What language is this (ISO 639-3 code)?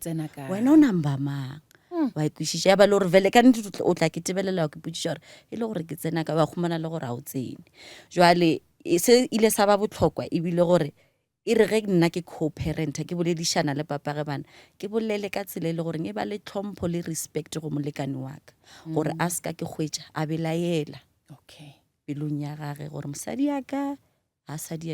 nso